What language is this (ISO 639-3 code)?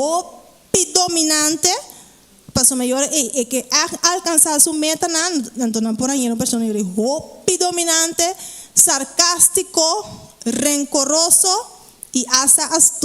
pap